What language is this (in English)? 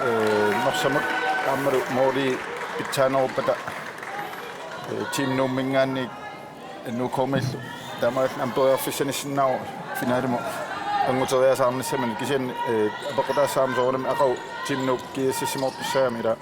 Kalaallisut